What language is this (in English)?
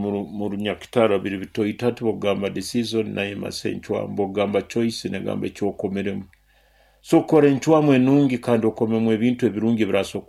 Nyoro